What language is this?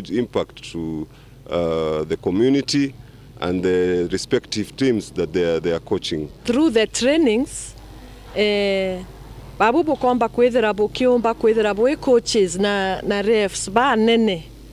Meru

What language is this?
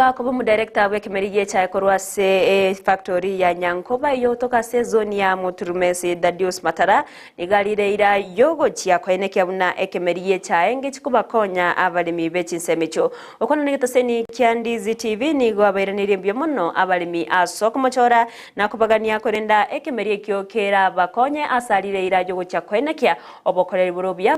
Gusii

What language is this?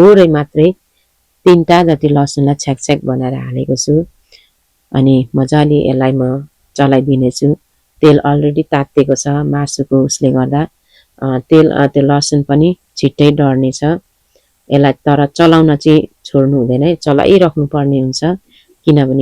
Nepali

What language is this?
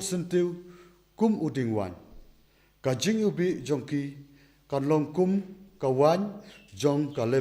Khasi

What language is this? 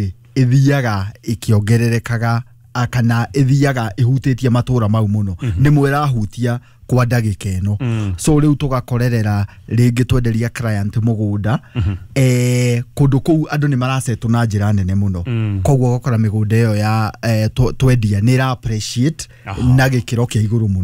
Kikuyu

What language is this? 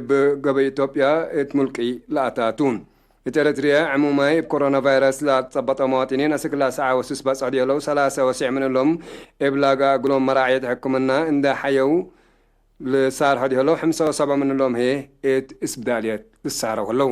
Tigre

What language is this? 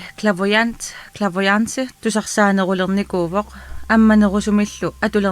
Kalaallisut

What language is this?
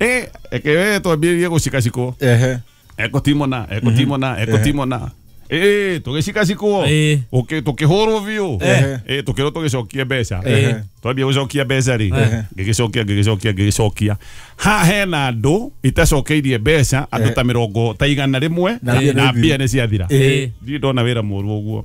Kikuyu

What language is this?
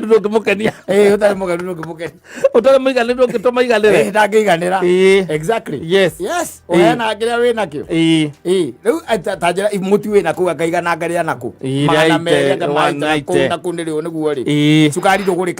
Kikuyu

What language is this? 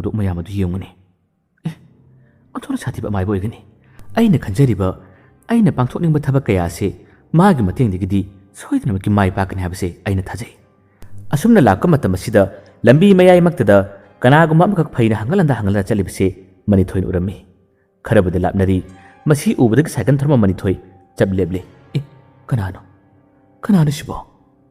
Manipuri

